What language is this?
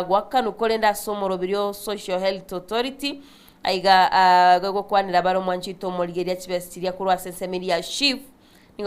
Gusii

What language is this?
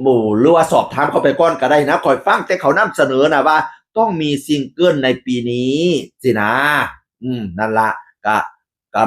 Northeastern Thai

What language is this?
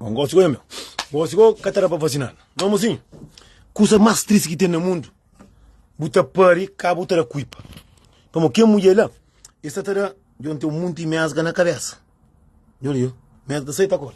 Kabuverdianu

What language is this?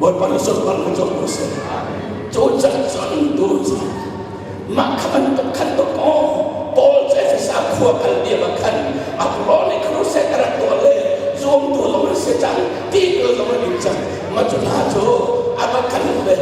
Hakha Chin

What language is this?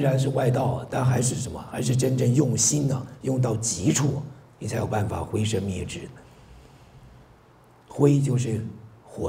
Chinese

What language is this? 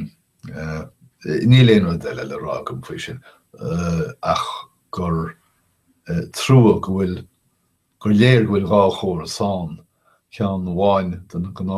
Irish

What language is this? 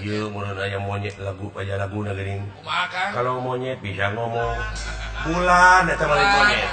Sundanese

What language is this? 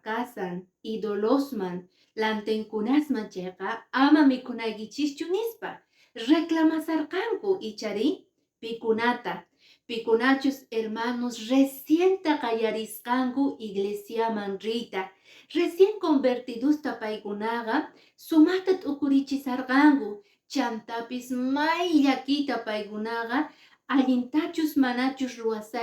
Quechua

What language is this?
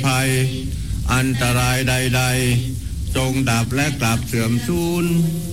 Thai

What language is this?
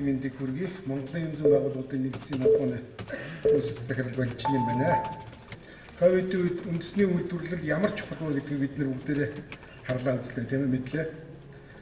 Mongolian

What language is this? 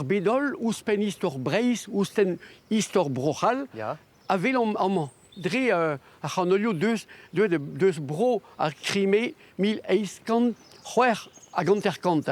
Breton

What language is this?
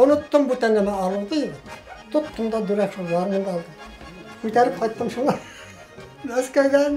Bashkir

